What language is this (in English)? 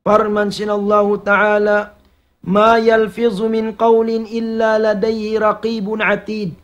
Tausug